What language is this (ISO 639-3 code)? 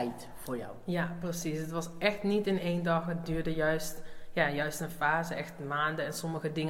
nld